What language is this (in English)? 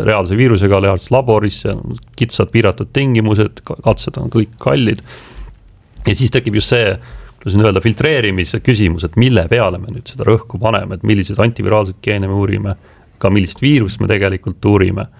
Estonian